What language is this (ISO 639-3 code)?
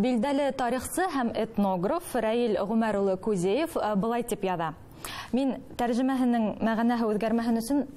bak